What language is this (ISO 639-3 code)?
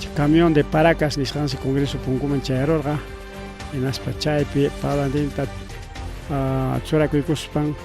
quy